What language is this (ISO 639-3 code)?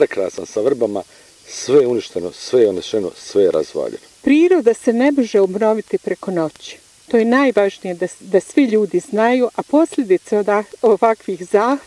bos